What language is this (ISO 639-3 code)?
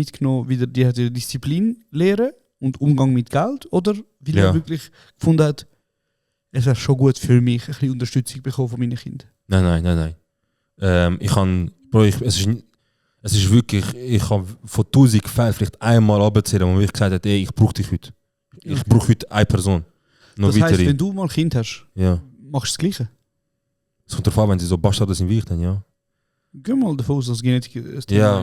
gsw